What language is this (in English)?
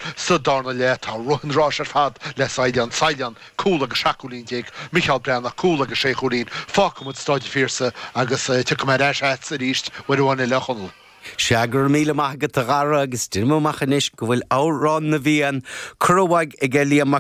Irish